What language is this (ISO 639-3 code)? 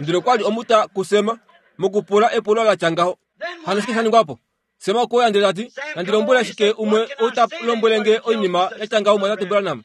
kua